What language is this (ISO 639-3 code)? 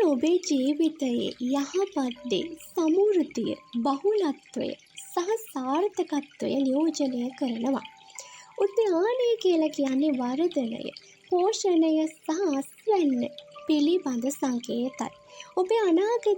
sin